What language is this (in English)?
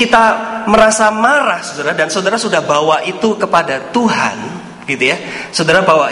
Indonesian